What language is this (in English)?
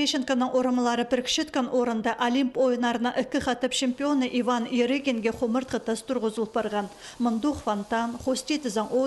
Khakas